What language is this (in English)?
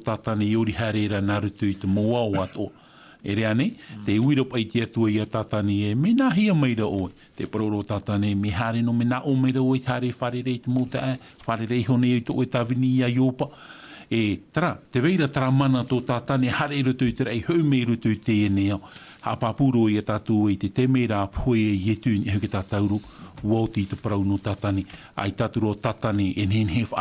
Tahitian